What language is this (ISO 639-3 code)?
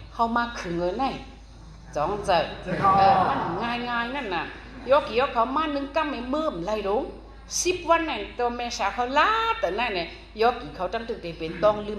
shn